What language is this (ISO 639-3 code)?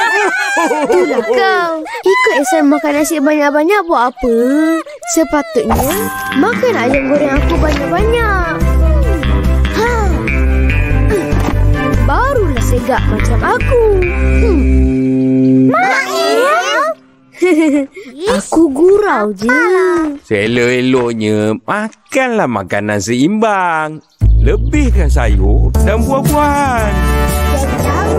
msa